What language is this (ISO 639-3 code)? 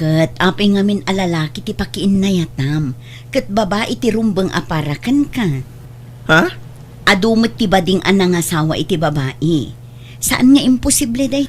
ilo